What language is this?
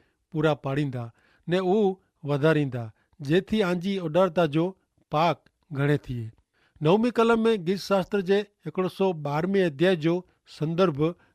Kachhi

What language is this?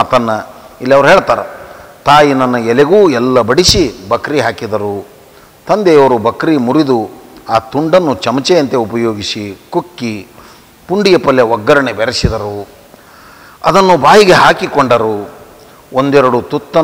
Kannada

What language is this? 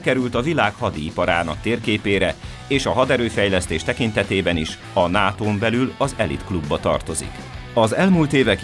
Hungarian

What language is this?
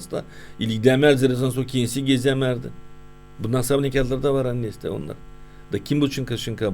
Gagauz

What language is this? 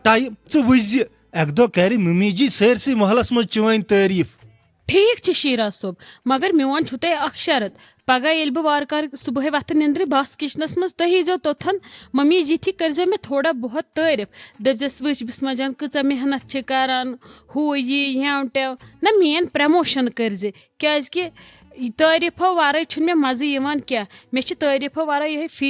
Kashmiri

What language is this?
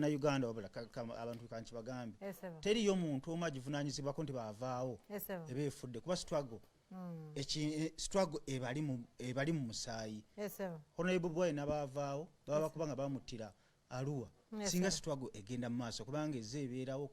Ganda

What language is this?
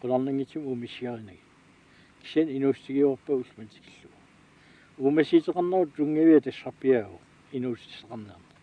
Kalaallisut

